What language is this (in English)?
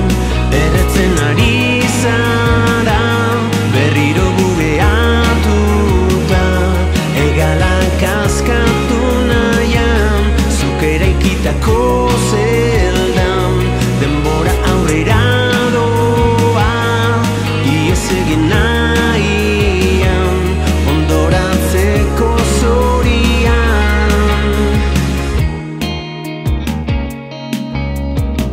Basque